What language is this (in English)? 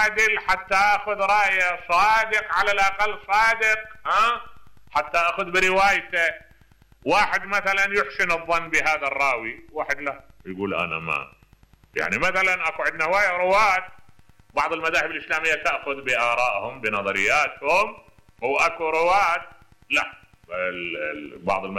Mesopotamian Arabic